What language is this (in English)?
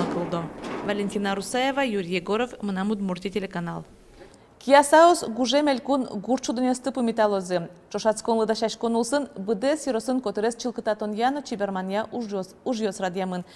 Udmurt